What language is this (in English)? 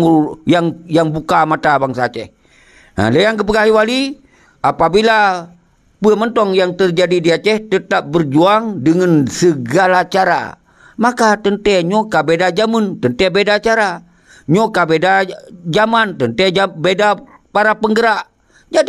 Achinese